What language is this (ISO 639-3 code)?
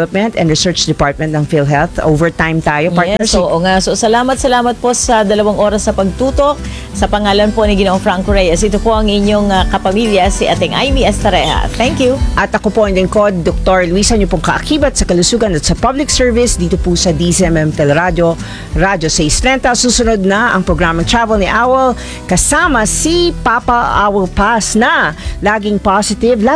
fil